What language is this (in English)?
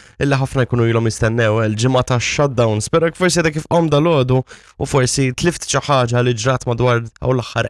Maltese